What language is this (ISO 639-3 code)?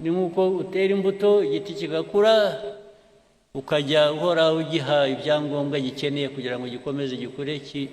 kin